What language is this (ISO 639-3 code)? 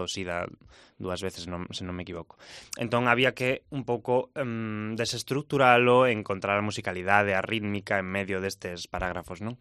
glg